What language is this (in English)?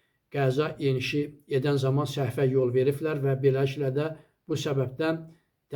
Azerbaijani